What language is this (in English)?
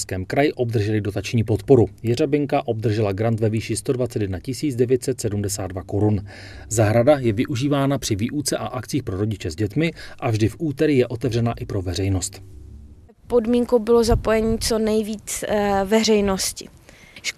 Czech